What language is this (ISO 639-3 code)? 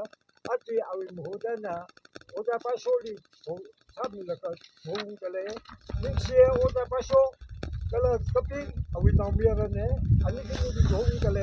nmf